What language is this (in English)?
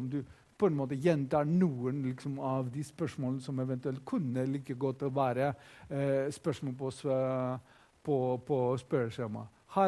Norwegian